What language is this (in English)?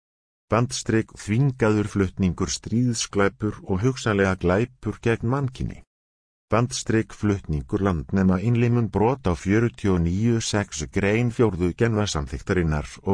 Icelandic